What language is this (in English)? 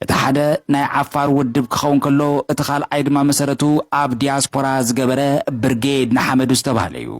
Tigrinya